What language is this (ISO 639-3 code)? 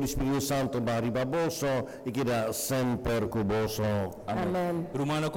pap